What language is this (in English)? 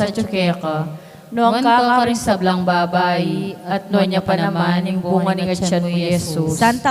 Pampanga